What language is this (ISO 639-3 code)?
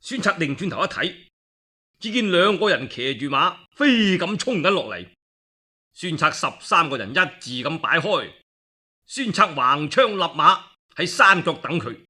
yue